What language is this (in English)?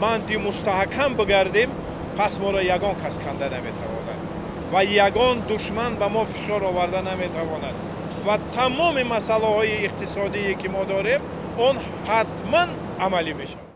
Tajik